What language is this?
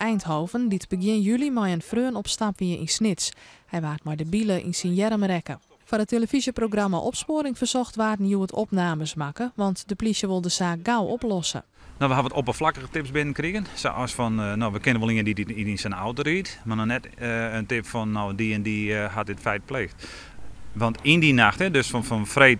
Western Frisian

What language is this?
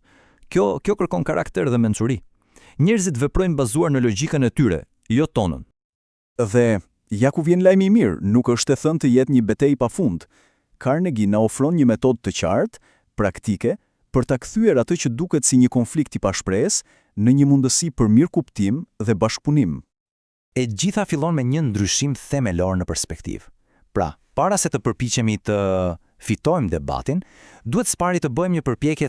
Albanian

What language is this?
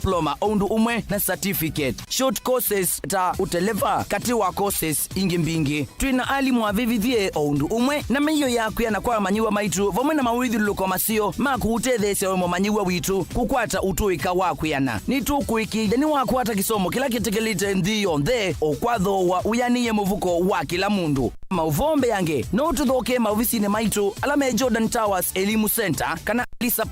Kamba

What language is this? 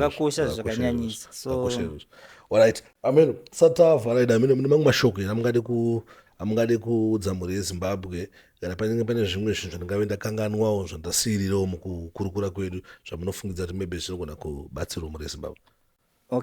Shona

